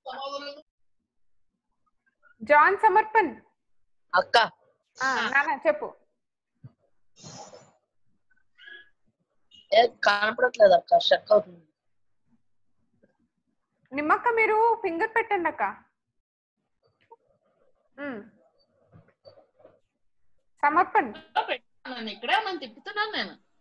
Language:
Telugu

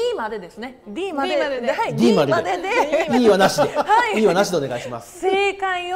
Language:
Japanese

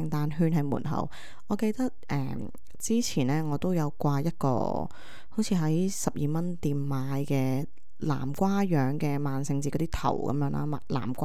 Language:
Cantonese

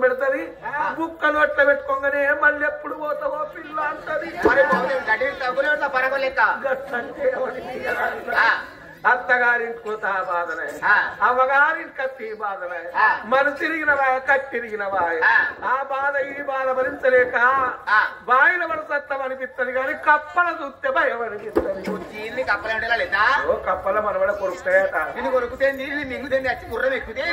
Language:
Telugu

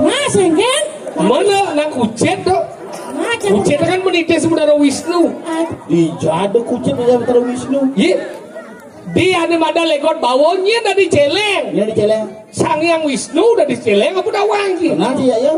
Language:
Balinese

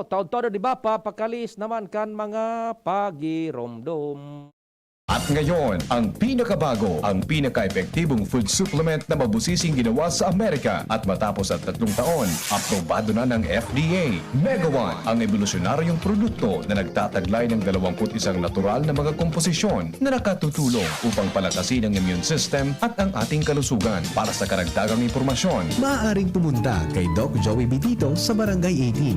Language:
Bikol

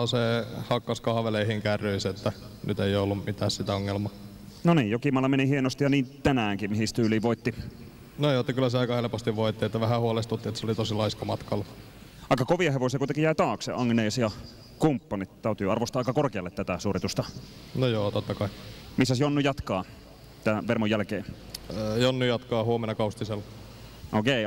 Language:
Finnish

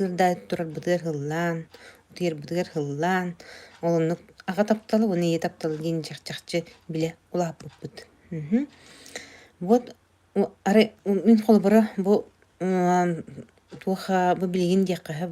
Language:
Yakut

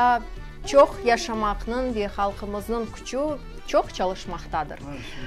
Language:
Crimean Tatar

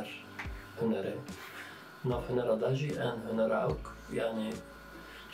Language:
Kurdish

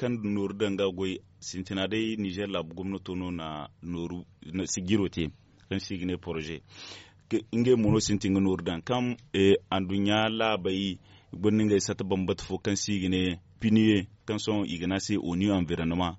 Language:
Zarma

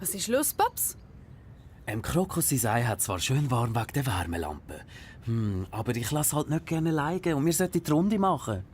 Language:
Swiss German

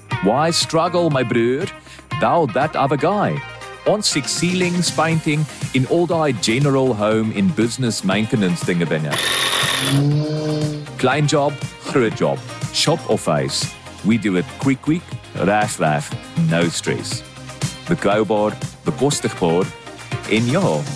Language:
Afrikaans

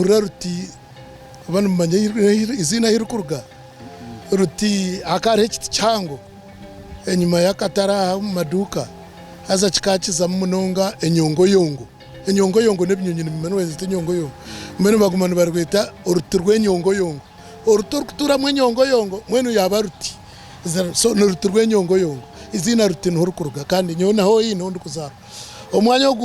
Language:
Nyankole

